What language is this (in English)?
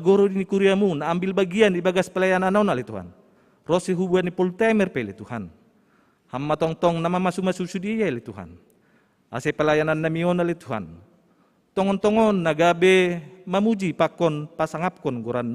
Batak Simalungun